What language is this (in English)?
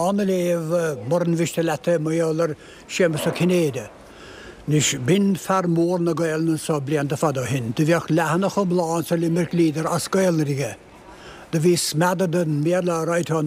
Irish